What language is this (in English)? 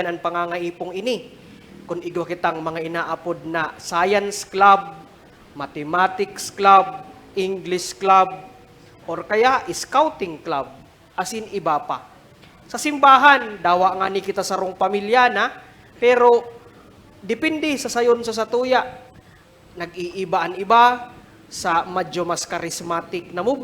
Bikol